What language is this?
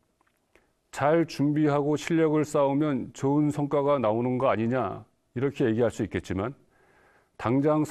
Korean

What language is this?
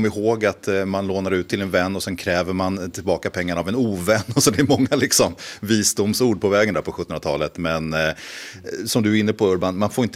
Swedish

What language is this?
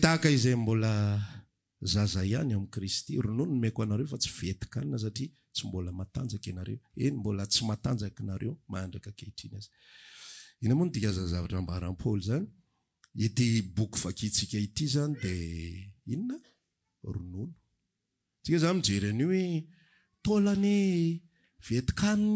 Malagasy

